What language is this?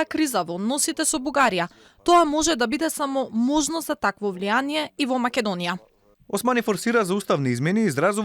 Macedonian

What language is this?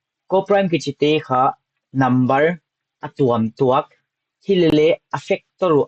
Paite Chin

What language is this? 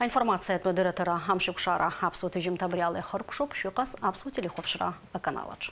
Abkhazian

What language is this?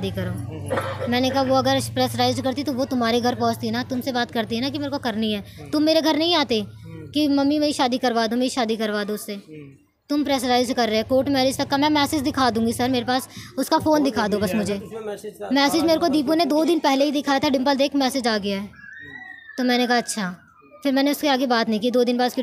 Hindi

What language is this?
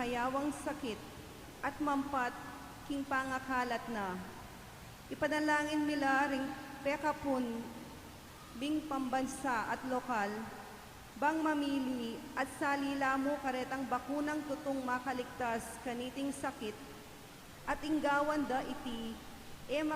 Pampanga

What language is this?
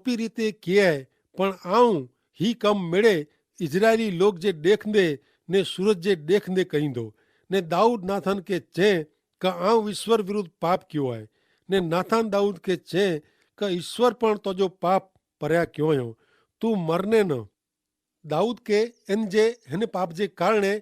Kachhi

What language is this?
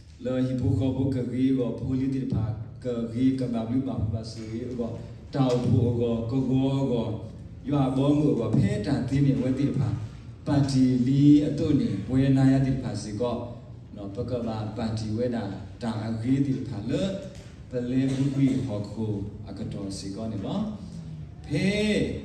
S'gaw Karen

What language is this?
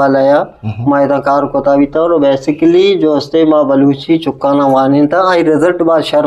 Eastern Balochi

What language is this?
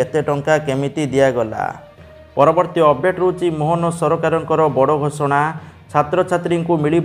Odia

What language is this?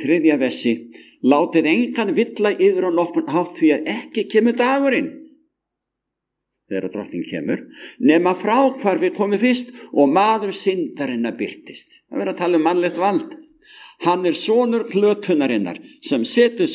Icelandic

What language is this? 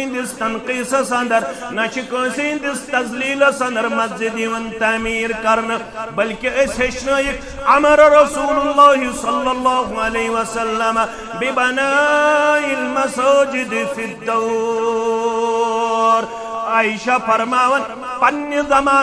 Kashmiri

